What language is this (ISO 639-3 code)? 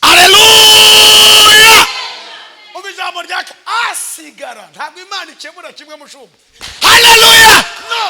kin